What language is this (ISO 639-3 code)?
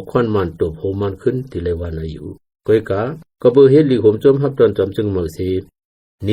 shn